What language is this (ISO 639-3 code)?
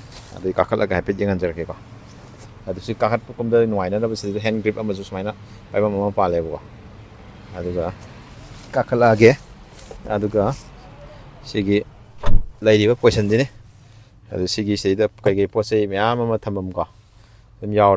mni